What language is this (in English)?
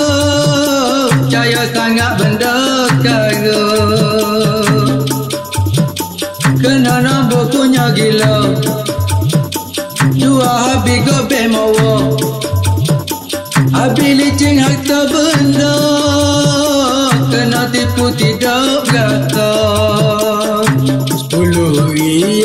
Malay